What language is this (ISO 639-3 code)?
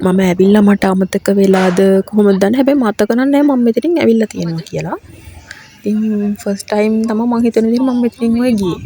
sin